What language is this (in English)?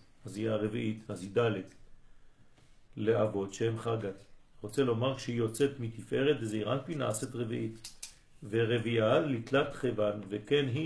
Hebrew